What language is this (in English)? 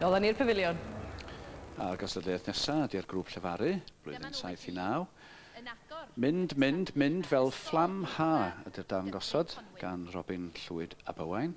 Welsh